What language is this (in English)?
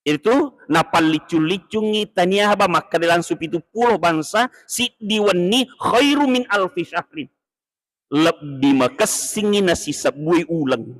Buginese